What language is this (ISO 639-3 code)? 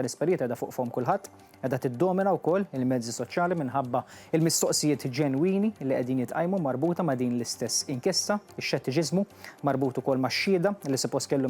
mlt